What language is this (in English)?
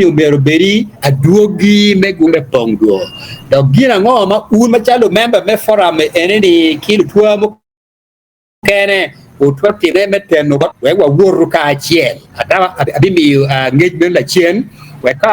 Acoli